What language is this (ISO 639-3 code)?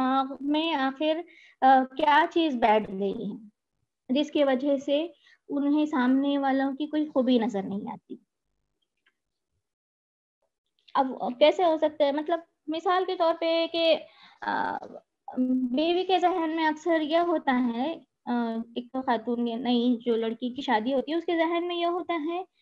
urd